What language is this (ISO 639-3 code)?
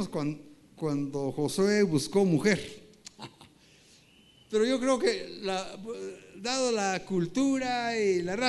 spa